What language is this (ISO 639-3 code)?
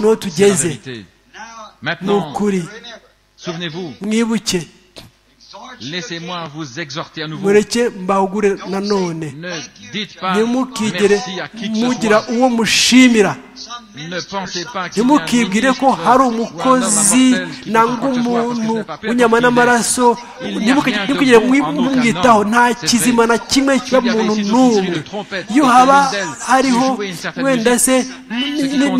kin